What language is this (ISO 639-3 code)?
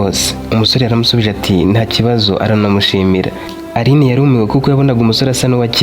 kin